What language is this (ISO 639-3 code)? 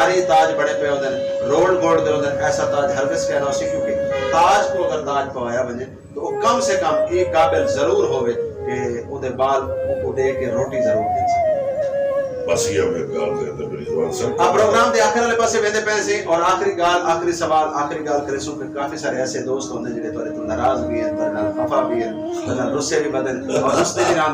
skr